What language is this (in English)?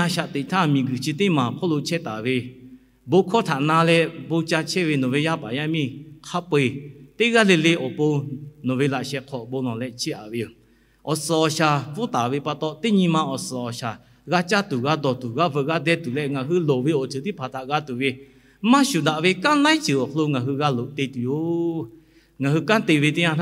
Lahu